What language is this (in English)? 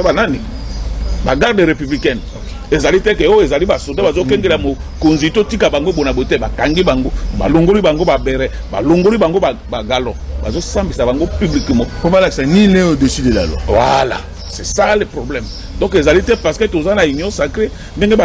Lingala